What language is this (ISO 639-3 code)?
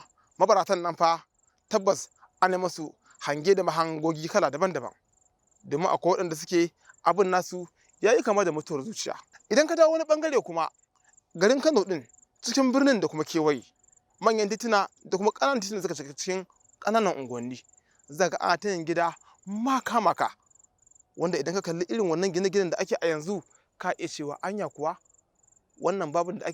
hau